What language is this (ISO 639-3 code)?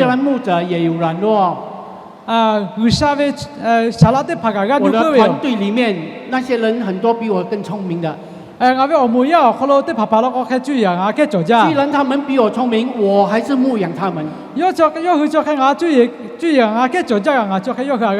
lhu